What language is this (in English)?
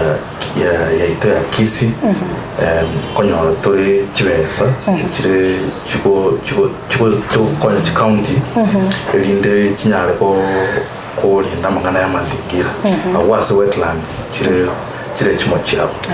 Gusii